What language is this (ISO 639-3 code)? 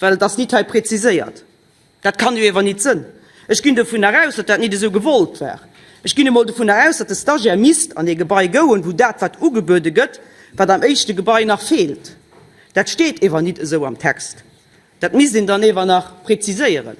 ltz